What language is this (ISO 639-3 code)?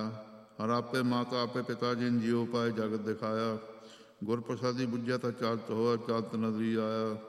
pan